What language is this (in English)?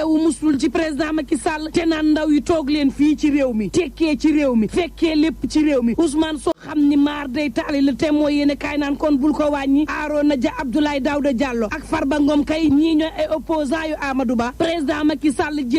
Wolof